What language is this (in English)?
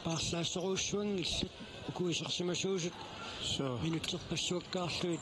Kalaallisut